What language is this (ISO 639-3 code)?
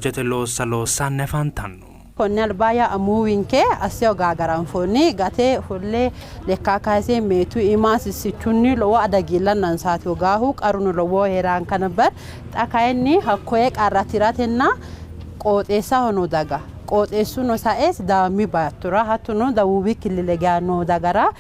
sid